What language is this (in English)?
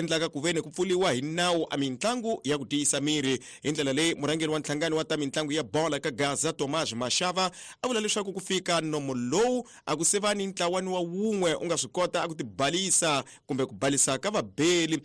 Tsonga